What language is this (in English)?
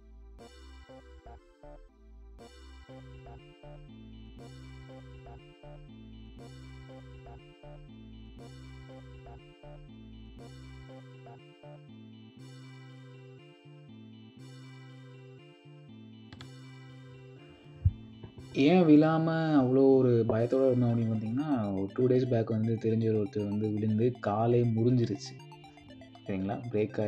Tamil